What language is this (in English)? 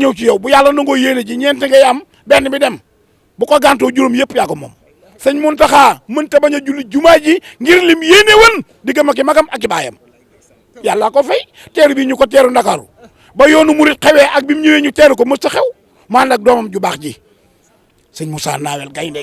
Wolof